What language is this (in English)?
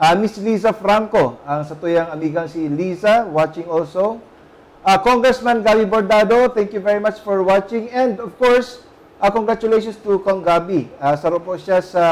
Bikol